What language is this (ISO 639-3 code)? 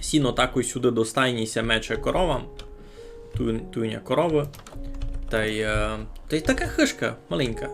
rue